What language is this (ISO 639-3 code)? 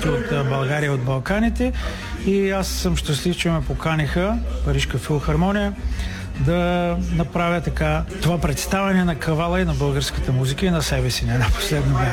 bul